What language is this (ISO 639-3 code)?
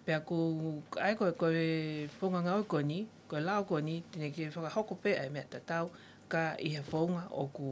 ton